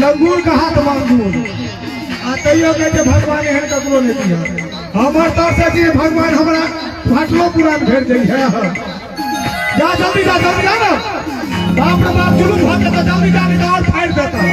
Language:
Maithili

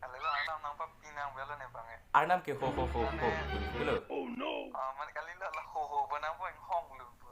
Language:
Karbi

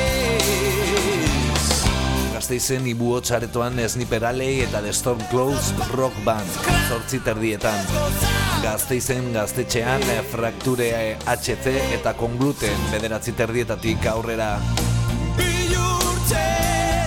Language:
Basque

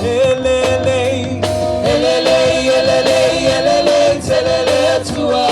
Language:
Samoan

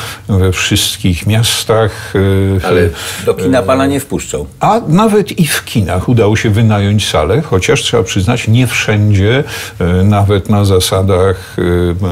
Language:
Polish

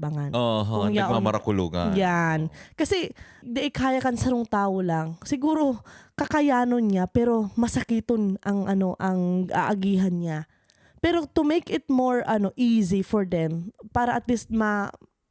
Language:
Bikol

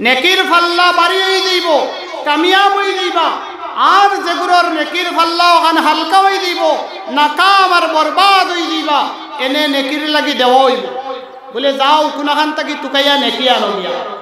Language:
Sylheti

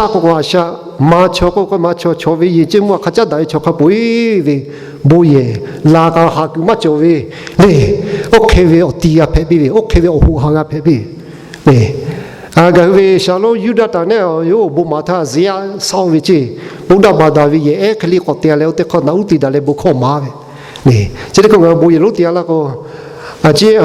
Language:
Lahu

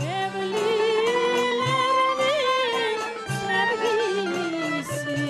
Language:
Crimean Tatar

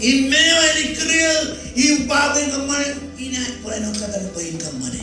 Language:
Marshallese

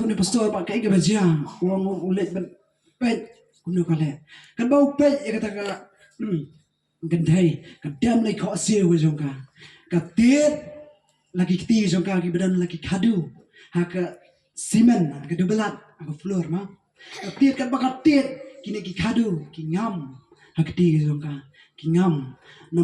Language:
Khasi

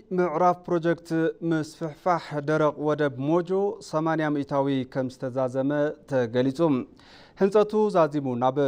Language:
Tigrinya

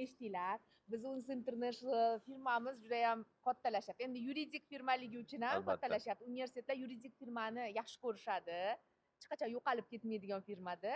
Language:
Uzbek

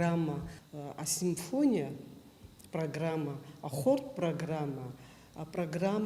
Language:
Abkhazian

